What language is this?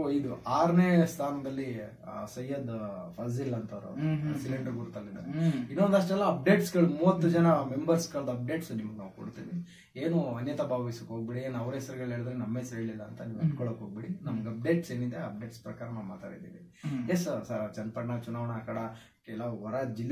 Kannada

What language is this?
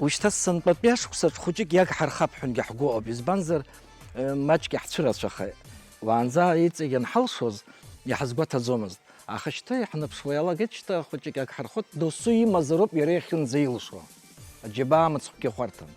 Abkhazian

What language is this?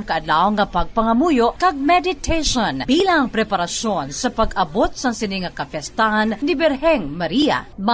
Hiligaynon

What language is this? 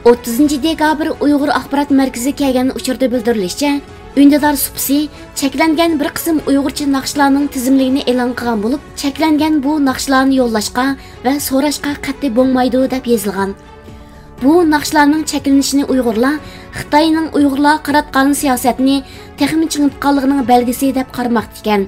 Uyghur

